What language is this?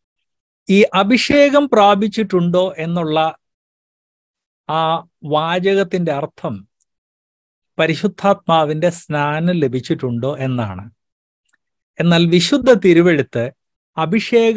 Malayalam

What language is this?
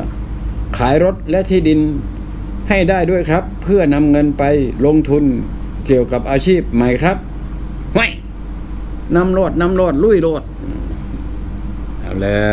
Thai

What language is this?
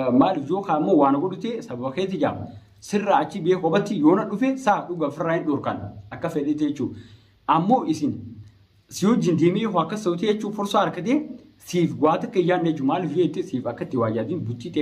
Oromo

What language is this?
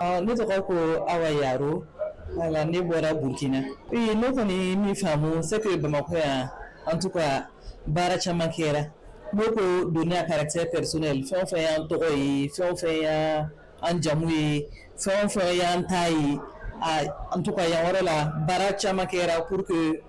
Bambara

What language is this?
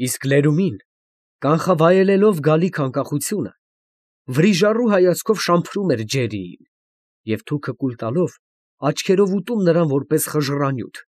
Armenian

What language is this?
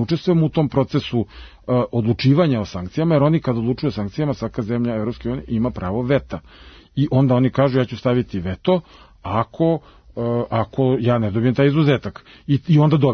Serbian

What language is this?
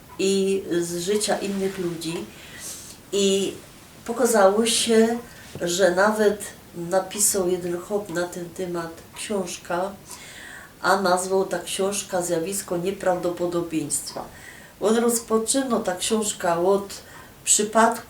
Silesian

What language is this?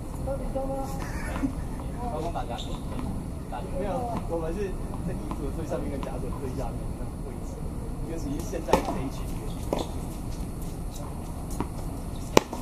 Chinese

